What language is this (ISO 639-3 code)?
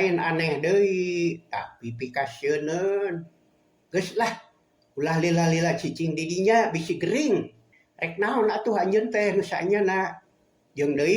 sun